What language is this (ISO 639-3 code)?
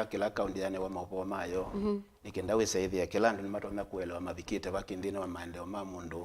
kam